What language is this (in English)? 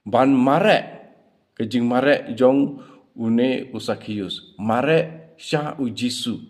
Khasi